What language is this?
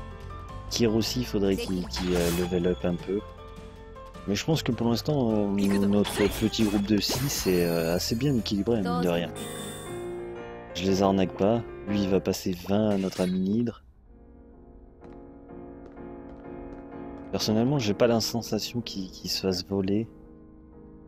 French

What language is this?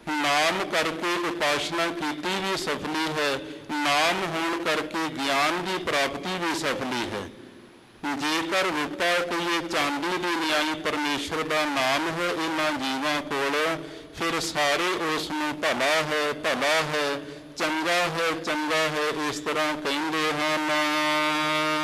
Punjabi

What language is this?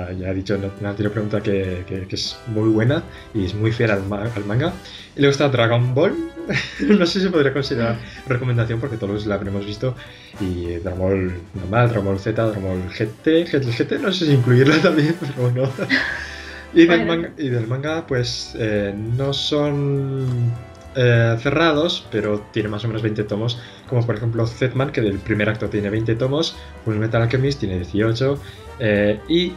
Spanish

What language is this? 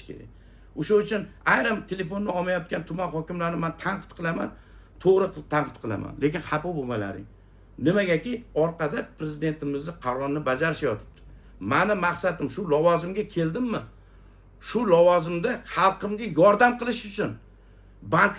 Uzbek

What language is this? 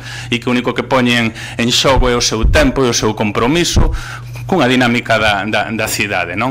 Galician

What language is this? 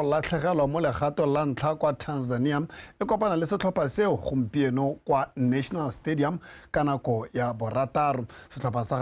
Tswana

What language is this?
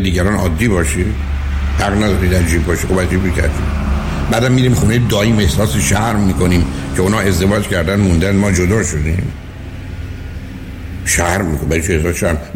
Persian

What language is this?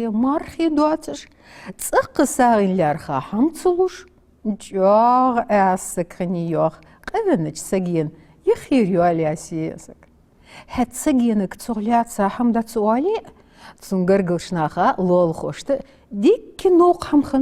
Ingush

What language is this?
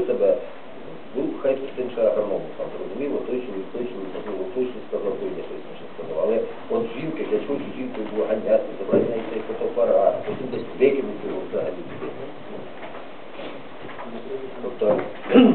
Ukrainian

